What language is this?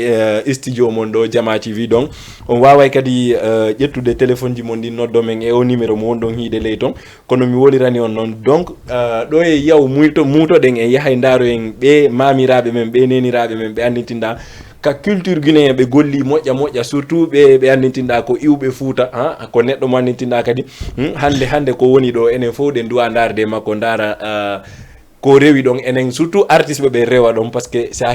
Fula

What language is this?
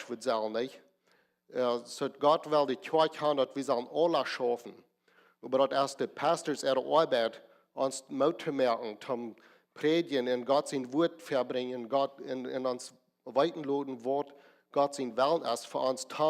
Plautdietsch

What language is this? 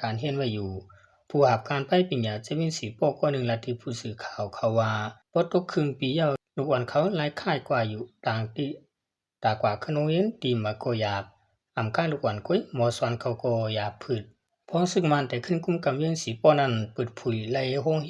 Shan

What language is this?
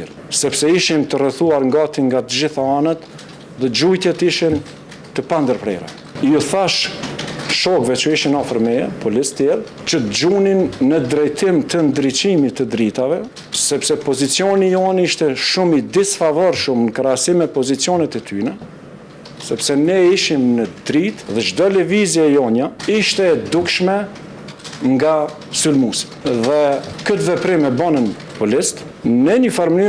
Albanian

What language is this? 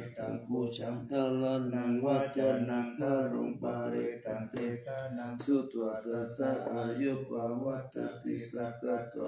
Pali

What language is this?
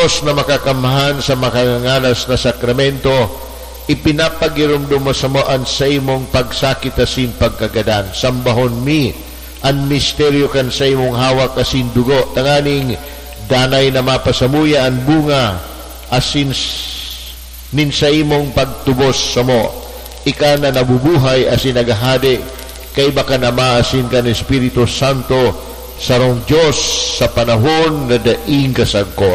Bikol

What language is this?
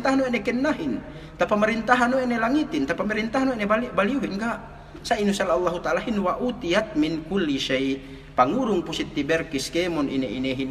Yakan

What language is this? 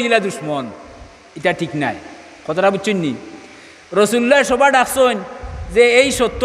Sylheti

